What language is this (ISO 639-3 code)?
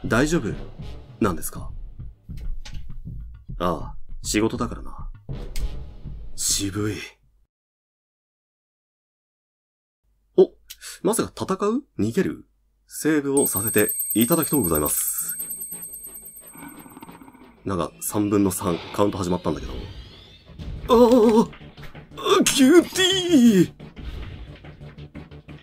jpn